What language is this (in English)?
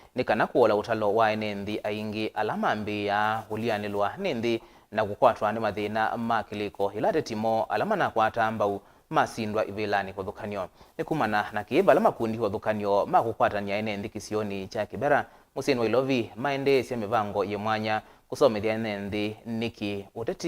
Kamba